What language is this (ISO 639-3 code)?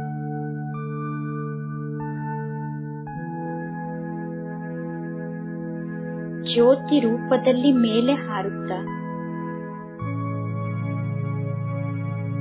kan